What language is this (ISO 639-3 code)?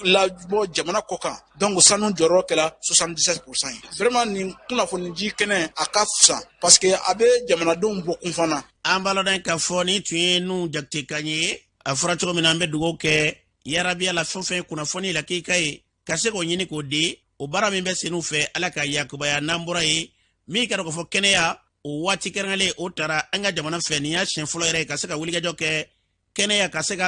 bam